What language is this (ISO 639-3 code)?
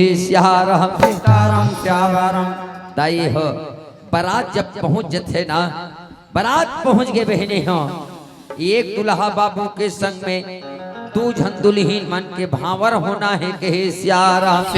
hne